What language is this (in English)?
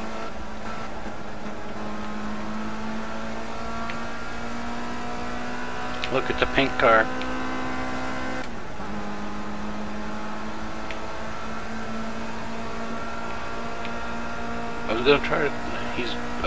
English